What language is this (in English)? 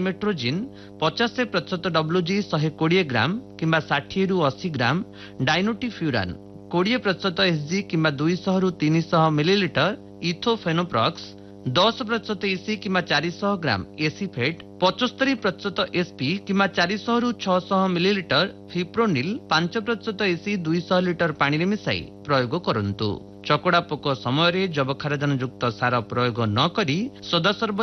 Odia